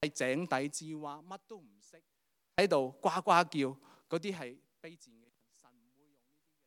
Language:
Cantonese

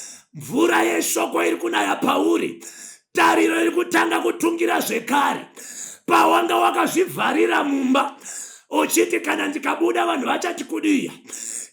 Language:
Shona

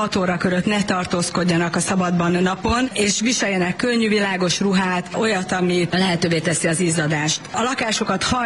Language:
Hungarian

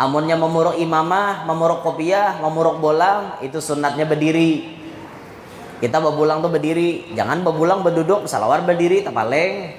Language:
Banjar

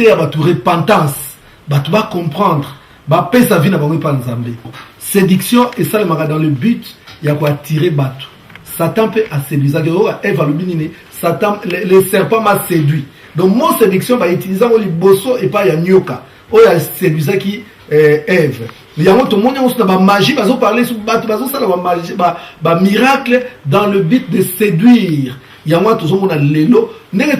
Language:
Lingala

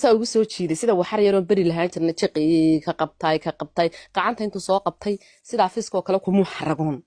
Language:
Somali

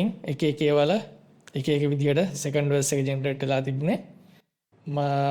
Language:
Sinhala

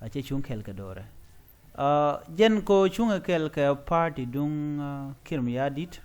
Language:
Nuer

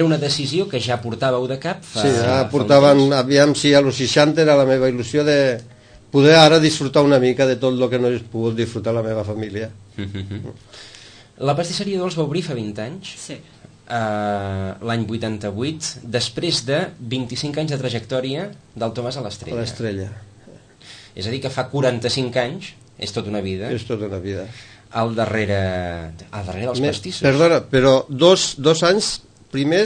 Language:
Catalan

